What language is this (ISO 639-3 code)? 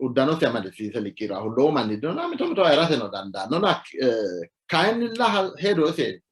sid